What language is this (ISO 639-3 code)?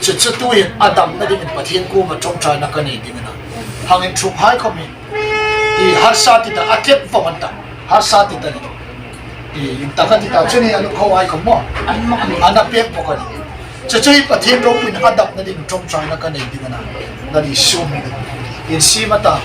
hmr